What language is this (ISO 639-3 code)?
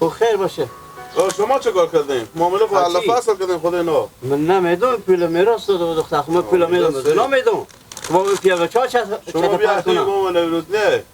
fas